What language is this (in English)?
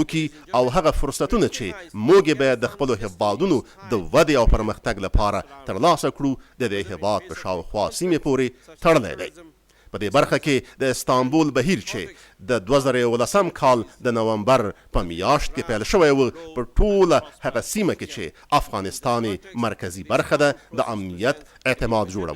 Pashto